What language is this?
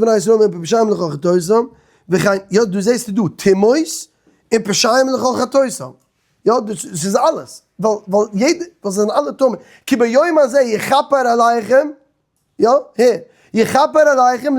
Yiddish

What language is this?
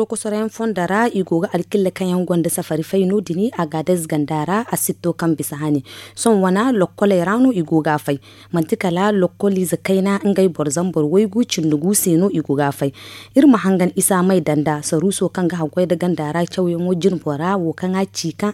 Zarma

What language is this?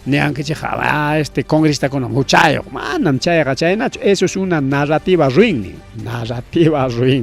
Ayacucho Quechua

